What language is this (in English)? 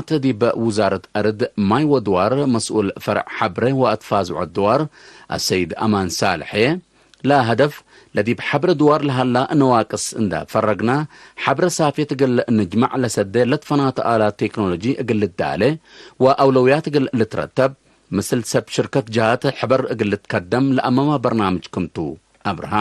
Tigre